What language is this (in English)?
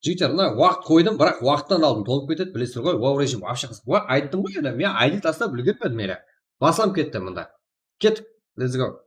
Kara-Kalpak